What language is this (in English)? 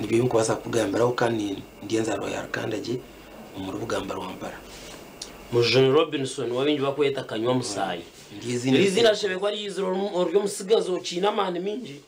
Nyankole